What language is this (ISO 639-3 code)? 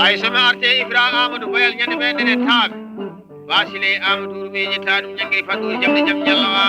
ful